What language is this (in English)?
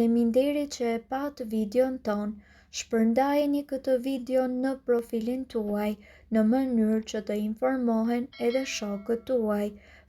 Albanian